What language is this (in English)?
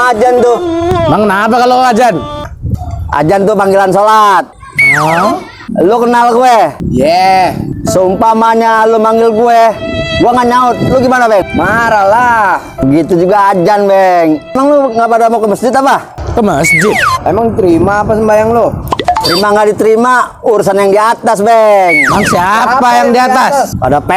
Betawi